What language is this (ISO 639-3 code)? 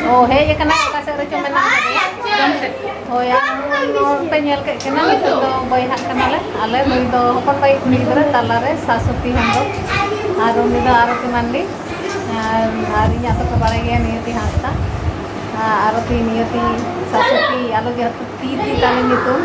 sat